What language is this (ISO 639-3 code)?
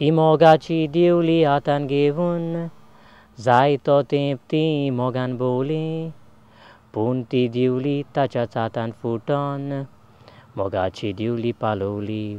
kok